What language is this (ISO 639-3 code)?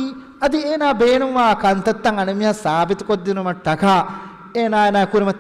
div